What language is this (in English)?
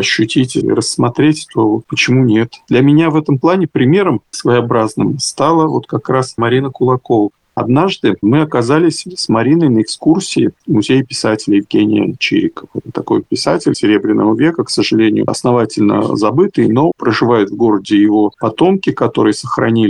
Russian